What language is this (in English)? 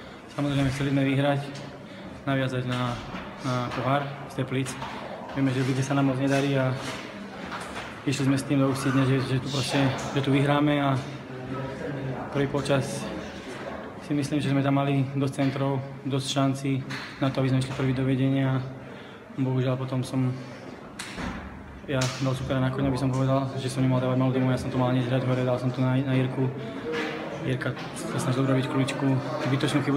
Slovak